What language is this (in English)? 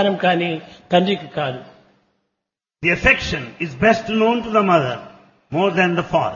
Telugu